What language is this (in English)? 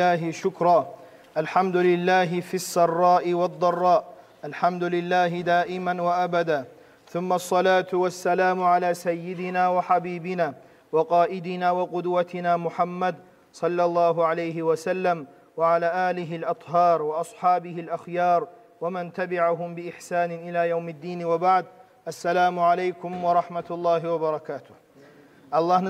Kumyk